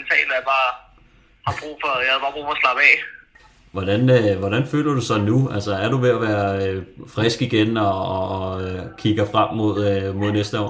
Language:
Danish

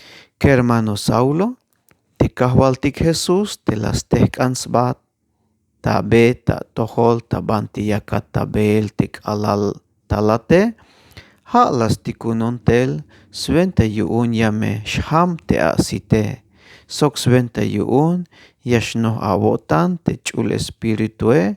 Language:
Tzeltal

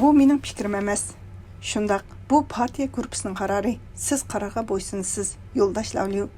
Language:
Uyghur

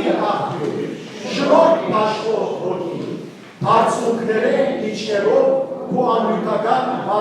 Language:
Western Armenian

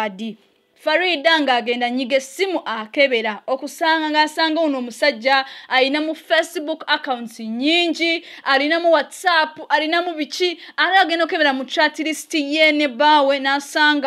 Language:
Ganda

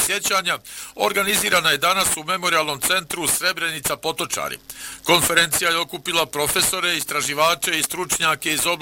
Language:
Bosnian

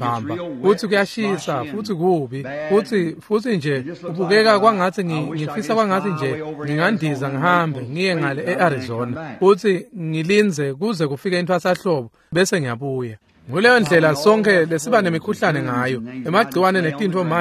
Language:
Swati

